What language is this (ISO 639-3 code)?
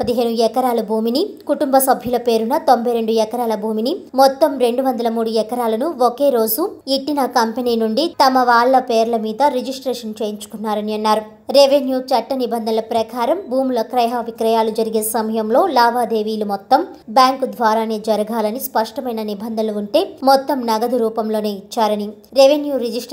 tel